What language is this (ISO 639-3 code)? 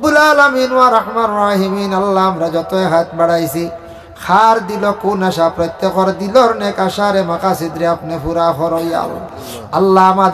syl